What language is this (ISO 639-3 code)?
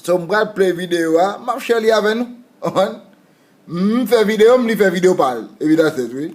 hat